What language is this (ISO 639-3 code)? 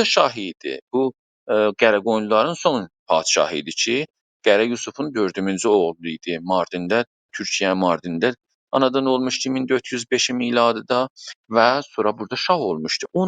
azb